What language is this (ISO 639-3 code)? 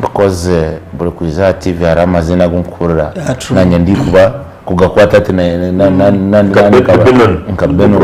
nyn